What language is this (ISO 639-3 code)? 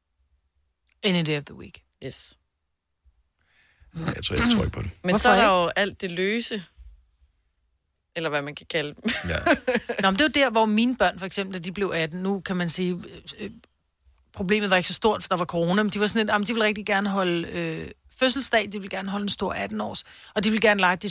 dan